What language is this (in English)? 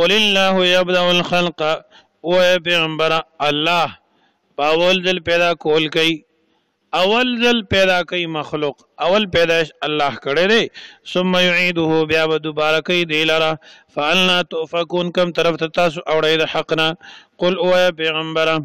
Pashto